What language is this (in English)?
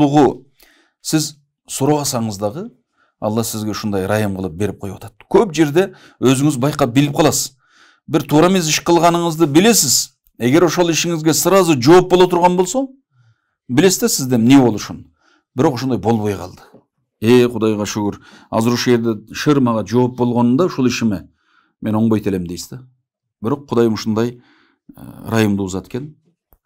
Kyrgyz